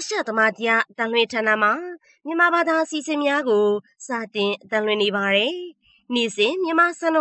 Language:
Burmese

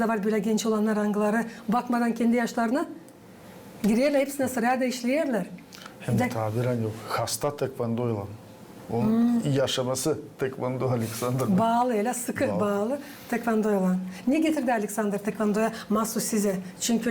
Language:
Gagauz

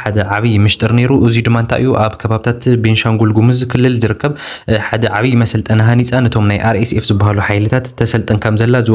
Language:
Tigrinya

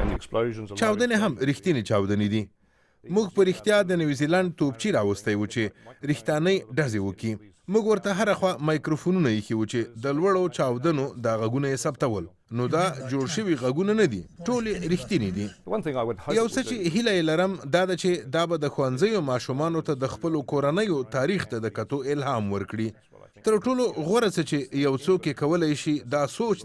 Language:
Pashto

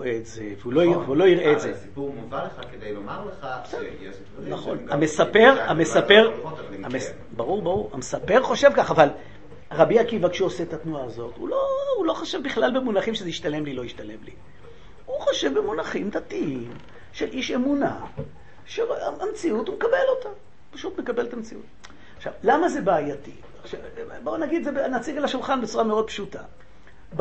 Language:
Hebrew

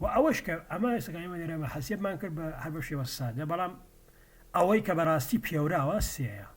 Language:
Central Kurdish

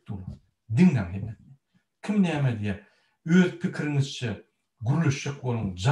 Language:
Turkmen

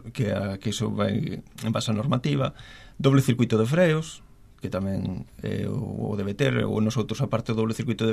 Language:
Galician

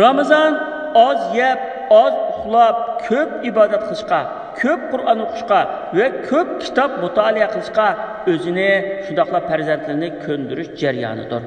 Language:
Uyghur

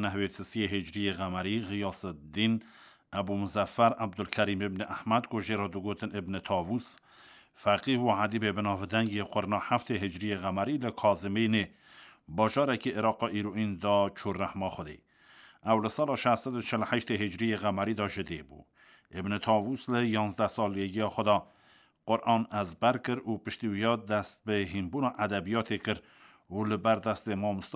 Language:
Kurdish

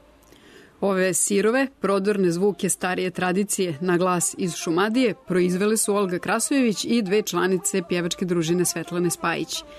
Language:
Serbian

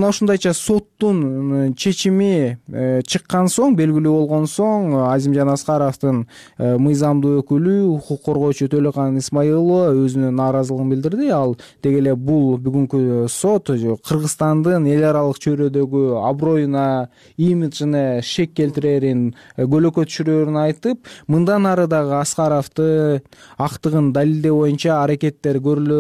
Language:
Kyrgyz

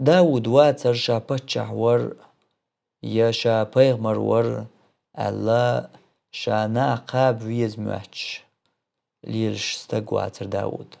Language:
Chechen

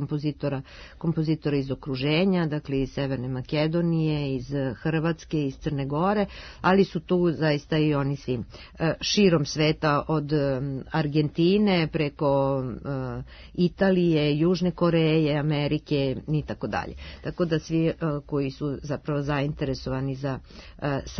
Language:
Serbian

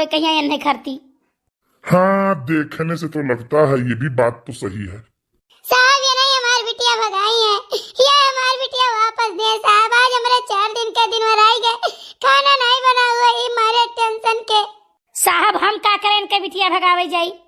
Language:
Awadhi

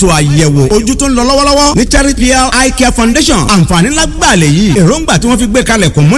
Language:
Yoruba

